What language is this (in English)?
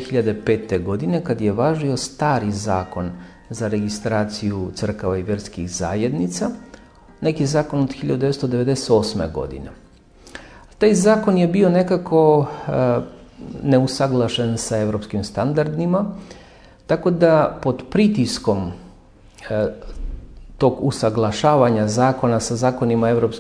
Serbian